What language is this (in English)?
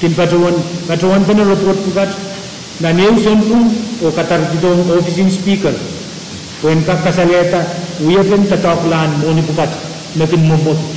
Pohnpeian